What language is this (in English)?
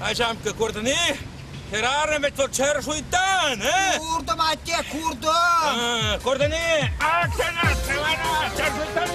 Chuvash